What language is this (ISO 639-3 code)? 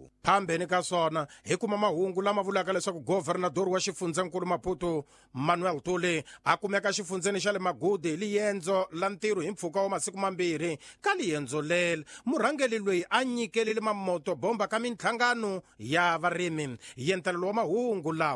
tso